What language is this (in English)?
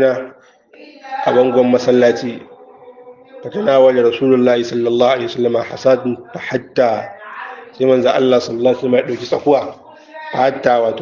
Hausa